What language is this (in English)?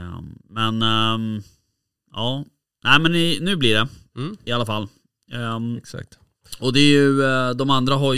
Swedish